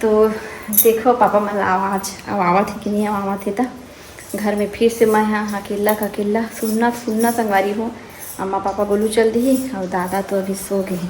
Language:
Chhattisgarhi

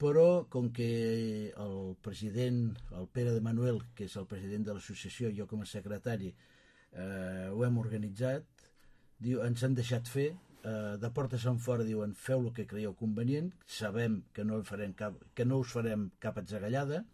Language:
Catalan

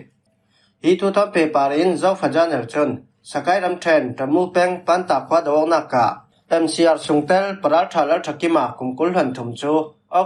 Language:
Falam Chin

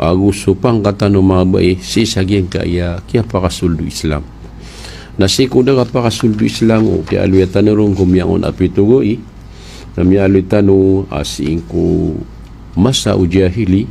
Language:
Maranao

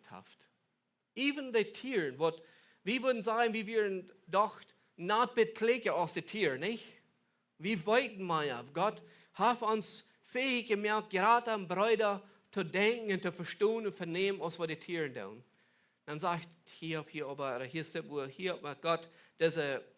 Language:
Plautdietsch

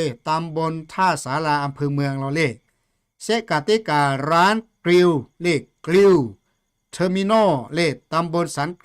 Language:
Lahu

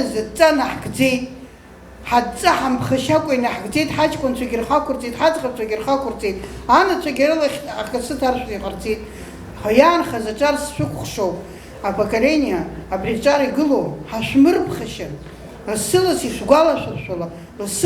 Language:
Abkhazian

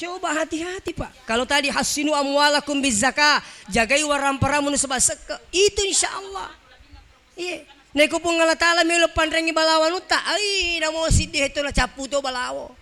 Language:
Buginese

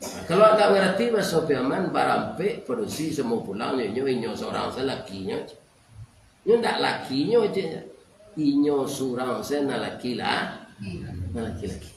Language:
Minangkabau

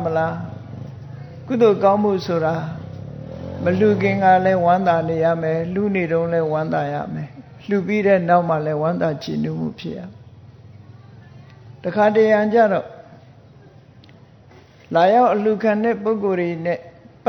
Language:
Burmese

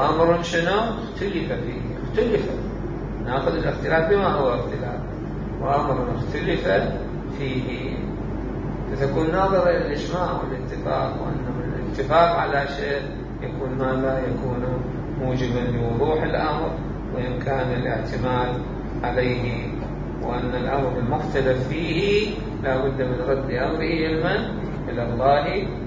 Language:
Mesopotamian Arabic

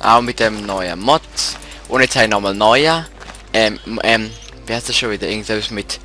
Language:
Swiss German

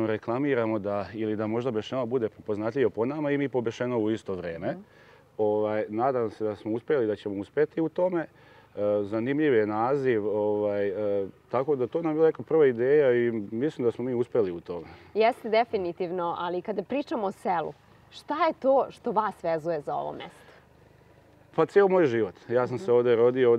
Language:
Serbian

